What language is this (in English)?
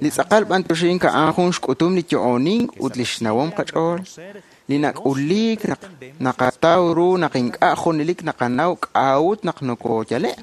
Kekchí